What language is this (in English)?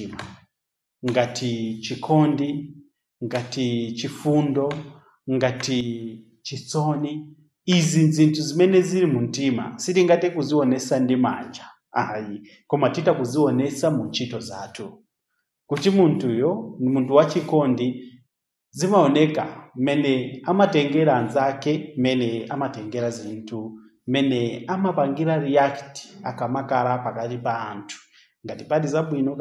Nyanja